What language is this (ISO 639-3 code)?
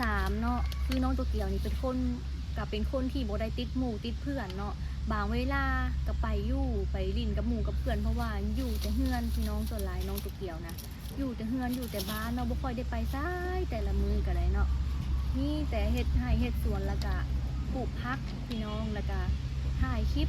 lao